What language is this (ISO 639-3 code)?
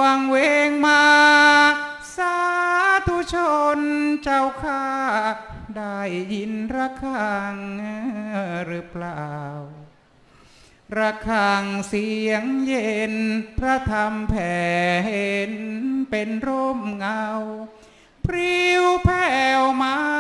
tha